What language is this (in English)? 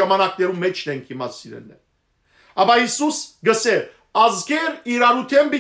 Western Armenian